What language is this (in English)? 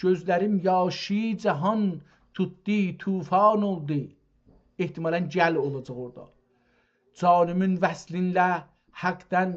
South Azerbaijani